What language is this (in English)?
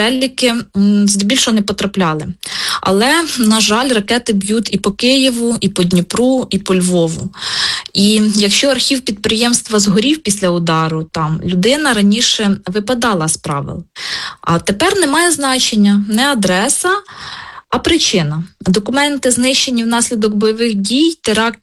Ukrainian